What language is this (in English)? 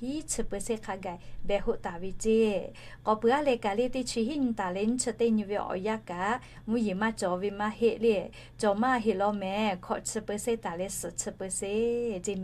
Lahu